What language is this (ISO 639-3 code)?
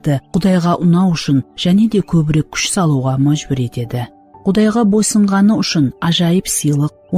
kaa